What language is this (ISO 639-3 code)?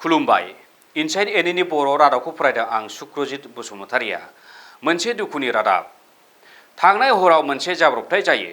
brx